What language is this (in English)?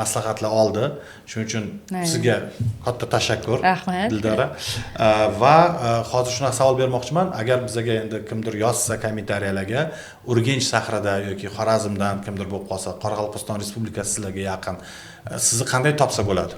Uzbek